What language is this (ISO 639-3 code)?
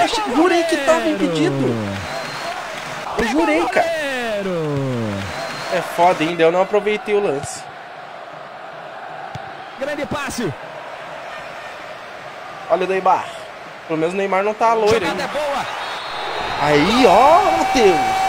por